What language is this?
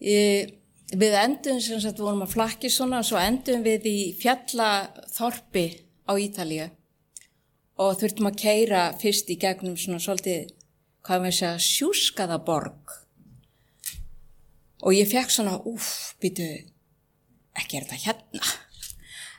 Icelandic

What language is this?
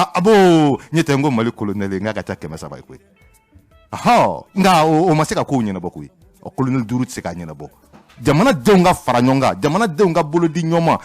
Bambara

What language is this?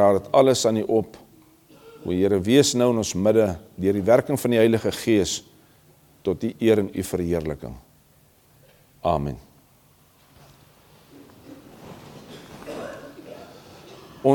Afrikaans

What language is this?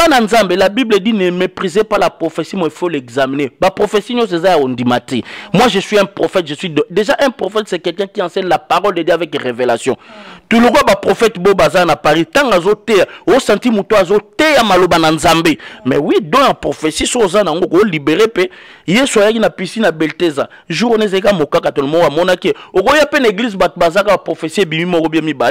Lingala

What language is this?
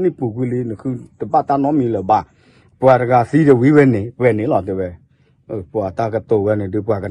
S'gaw Karen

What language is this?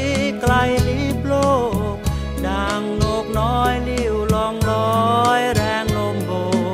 Thai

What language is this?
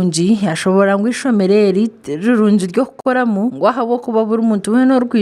Nyankole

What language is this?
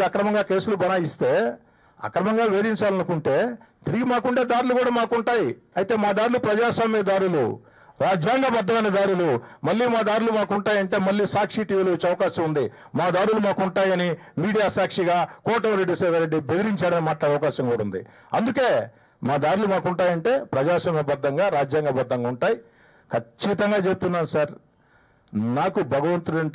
Telugu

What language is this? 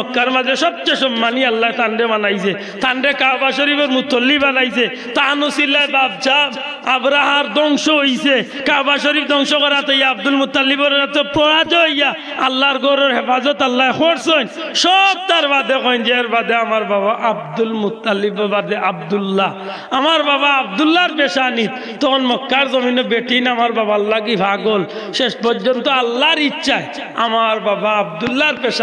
Sylheti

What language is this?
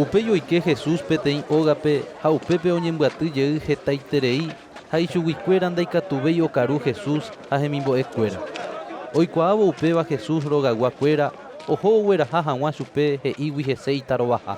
Guarani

